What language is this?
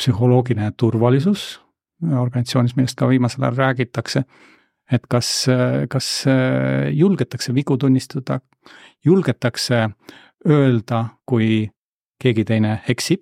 Estonian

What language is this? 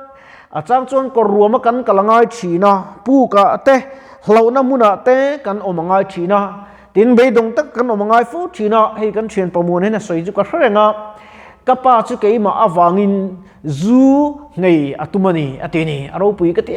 Mizo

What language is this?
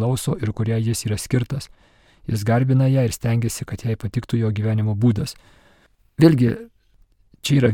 Lithuanian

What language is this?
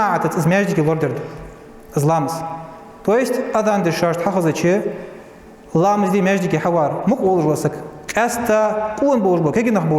Ingush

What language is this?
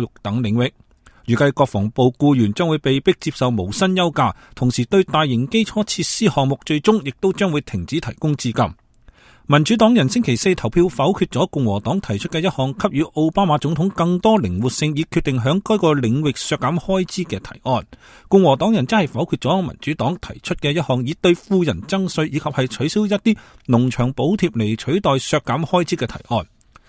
Cantonese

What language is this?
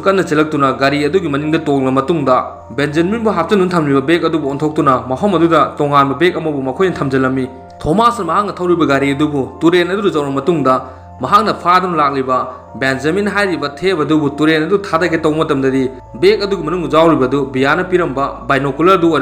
Manipuri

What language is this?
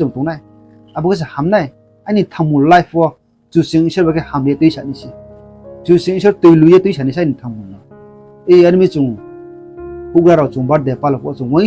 Riang (India)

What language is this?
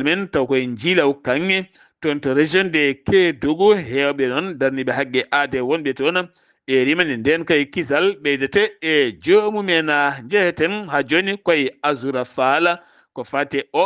Fula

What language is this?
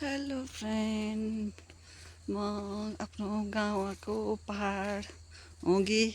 Nepali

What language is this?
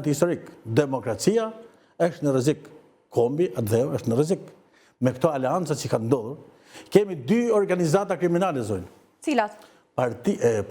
Albanian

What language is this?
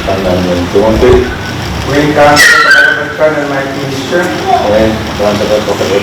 Pohnpeian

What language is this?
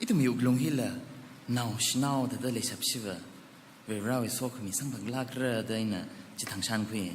Tangkhul Naga (India)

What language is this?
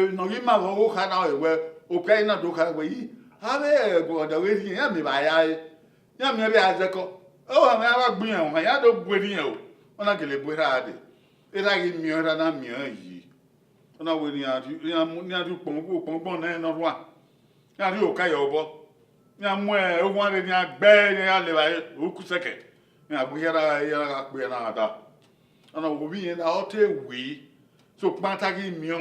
Bini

